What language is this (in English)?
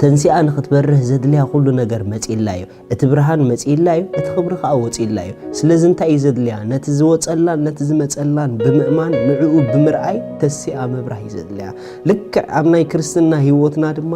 Tigrinya